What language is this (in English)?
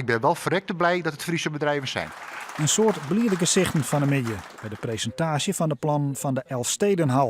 Western Frisian